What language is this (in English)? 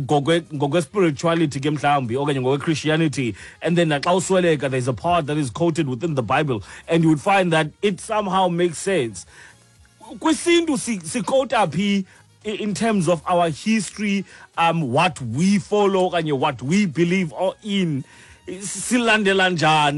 Xhosa